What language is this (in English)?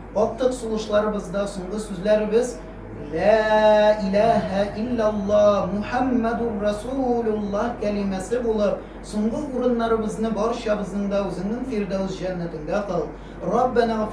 Tatar